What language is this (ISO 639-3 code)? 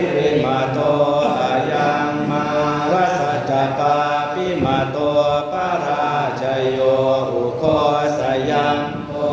pli